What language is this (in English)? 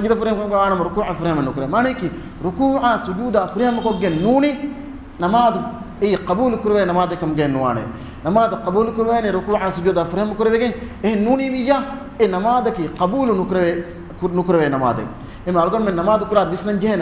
Divehi